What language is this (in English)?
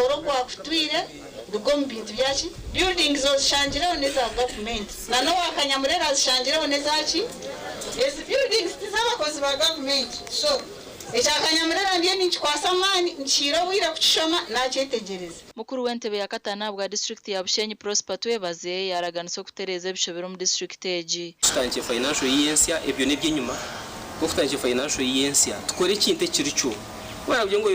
Nyankole